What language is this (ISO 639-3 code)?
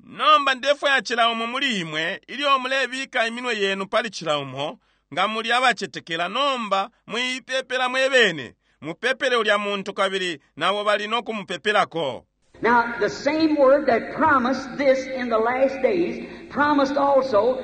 bem